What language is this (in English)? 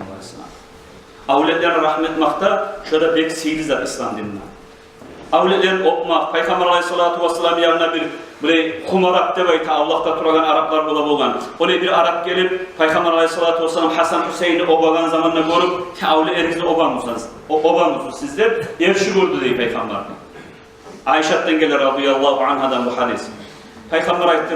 Kumyk